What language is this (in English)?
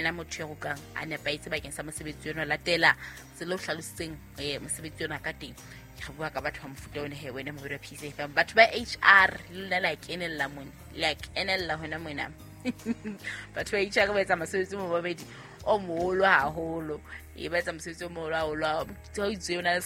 Southern Sotho